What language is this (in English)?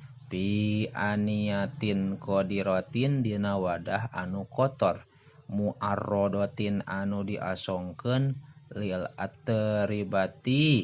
Sundanese